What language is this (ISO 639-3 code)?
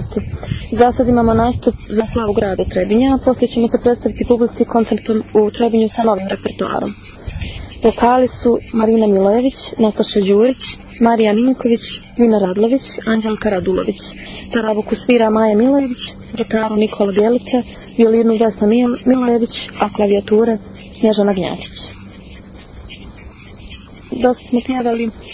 srp